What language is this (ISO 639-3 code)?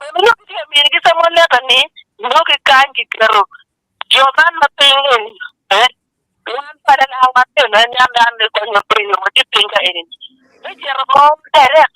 ach